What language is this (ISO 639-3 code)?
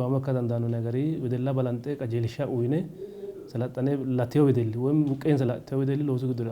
sid